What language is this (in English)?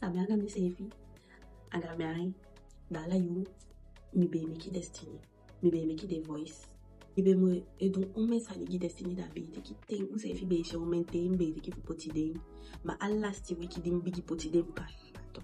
Eastern Maroon Creole